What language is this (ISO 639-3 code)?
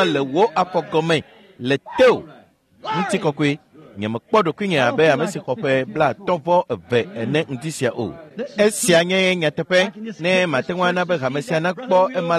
ewe